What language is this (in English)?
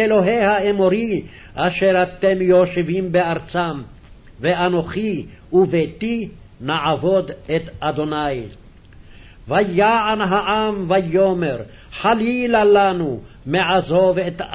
Hebrew